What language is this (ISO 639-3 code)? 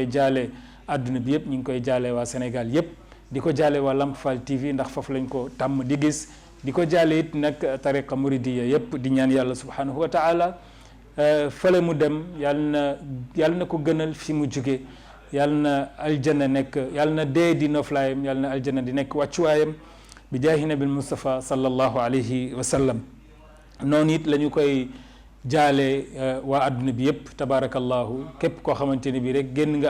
wol